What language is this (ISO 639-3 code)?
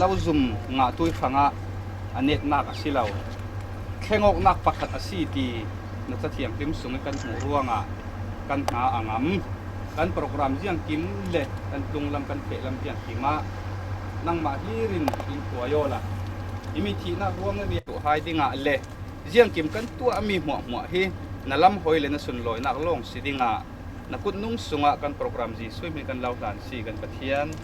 cfm